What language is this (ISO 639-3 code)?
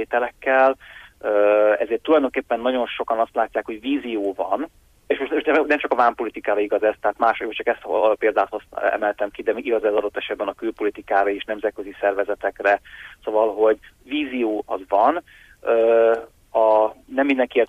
hun